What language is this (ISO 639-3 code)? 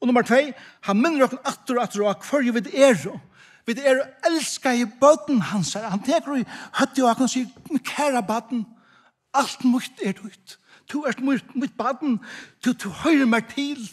fao